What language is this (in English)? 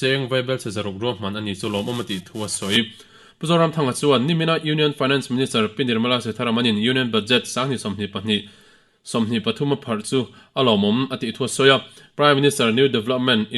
Mizo